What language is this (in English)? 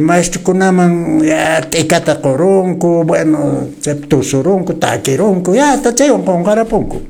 Quechua